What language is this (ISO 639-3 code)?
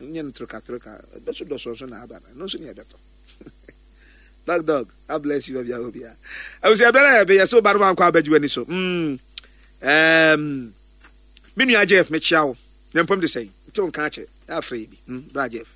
aka